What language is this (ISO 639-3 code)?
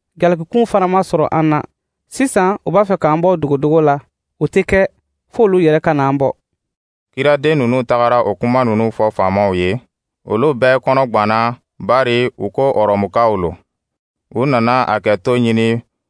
dyu